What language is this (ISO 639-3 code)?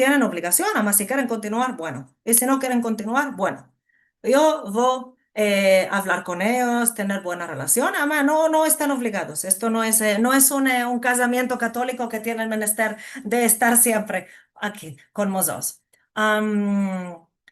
lad